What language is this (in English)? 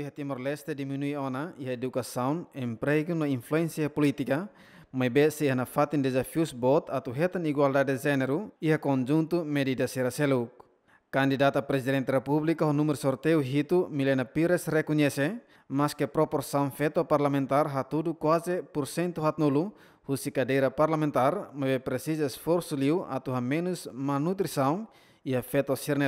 Tetum